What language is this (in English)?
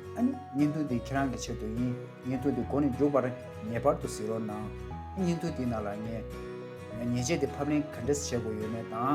Tibetan